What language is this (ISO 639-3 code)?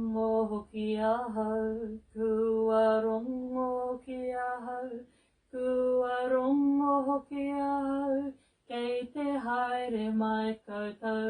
mri